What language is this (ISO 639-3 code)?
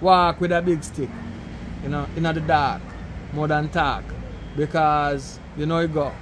jam